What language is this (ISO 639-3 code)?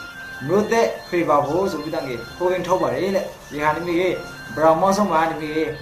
mya